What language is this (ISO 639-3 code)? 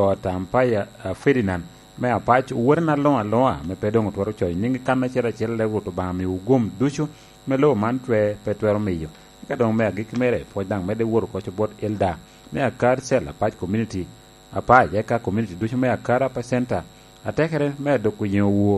laj